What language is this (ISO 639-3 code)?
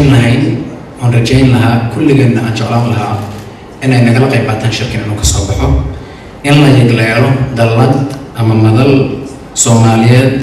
som